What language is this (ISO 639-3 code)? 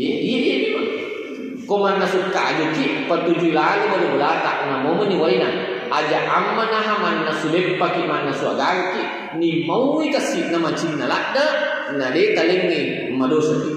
bug